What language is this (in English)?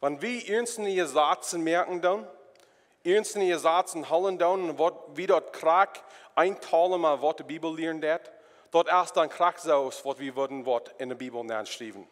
Plautdietsch